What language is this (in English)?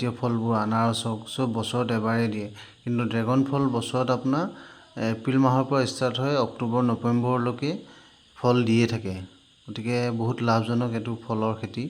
Assamese